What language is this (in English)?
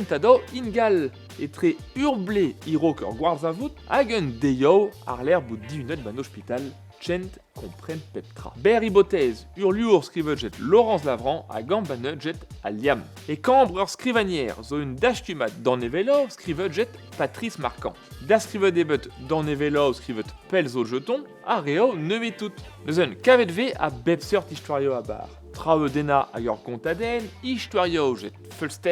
Breton